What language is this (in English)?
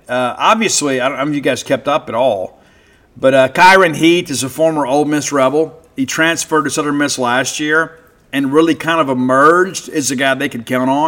English